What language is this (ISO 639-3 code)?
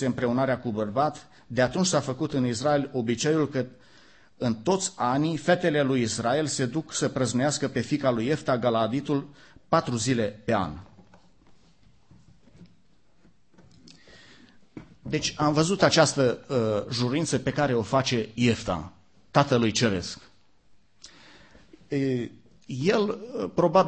ron